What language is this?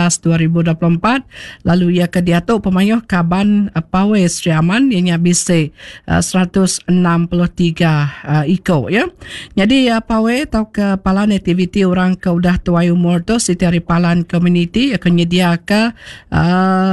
Iban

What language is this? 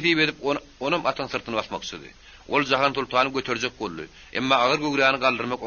Turkmen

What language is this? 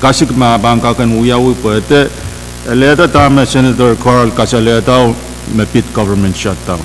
Pohnpeian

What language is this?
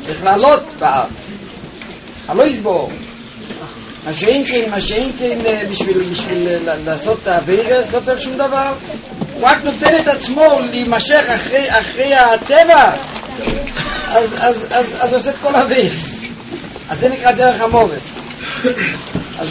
Hebrew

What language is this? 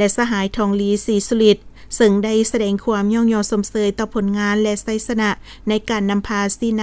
Lao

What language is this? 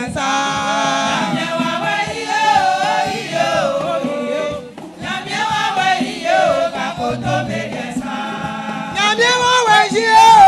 Baoulé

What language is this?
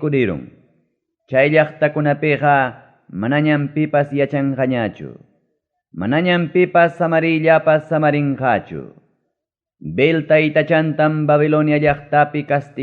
Ayacucho Quechua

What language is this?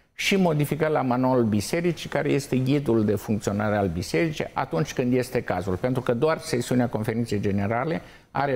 Romanian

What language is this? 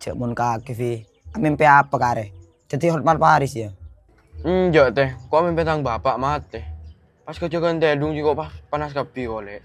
Madurese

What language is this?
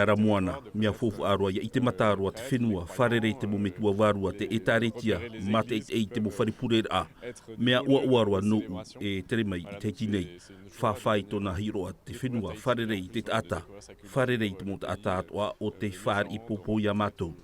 Tahitian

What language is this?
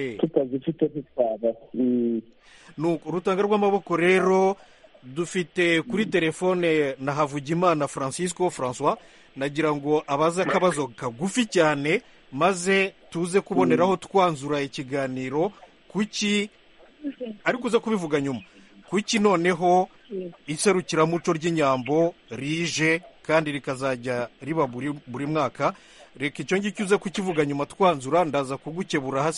Kinyarwanda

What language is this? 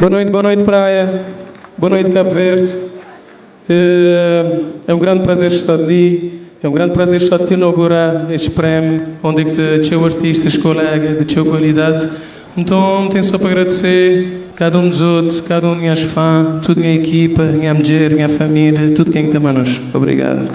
Kabuverdianu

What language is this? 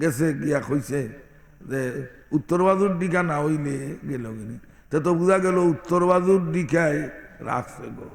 Sylheti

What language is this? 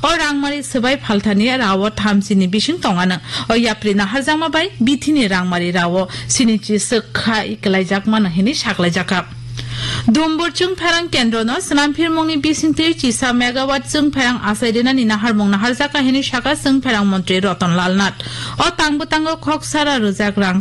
Kok Borok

